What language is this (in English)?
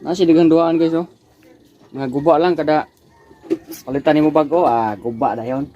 Cebuano